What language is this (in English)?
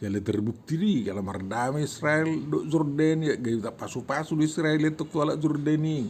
Batak Toba